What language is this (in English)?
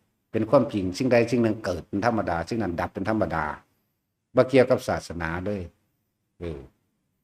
Lao